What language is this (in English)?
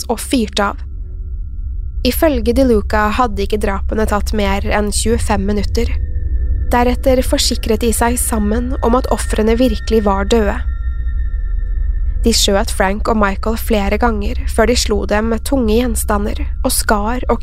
Norwegian